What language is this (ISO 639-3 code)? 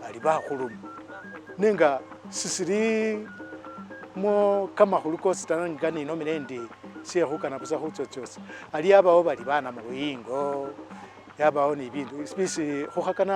myx